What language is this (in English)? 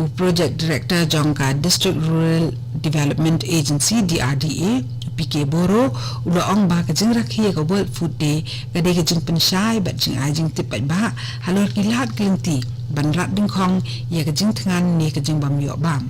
Khasi